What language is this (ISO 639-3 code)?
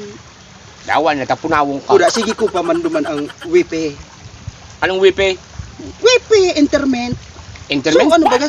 bik